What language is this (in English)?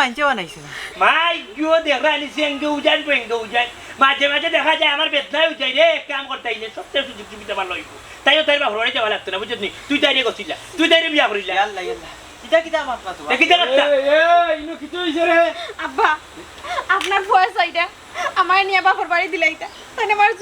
Sylheti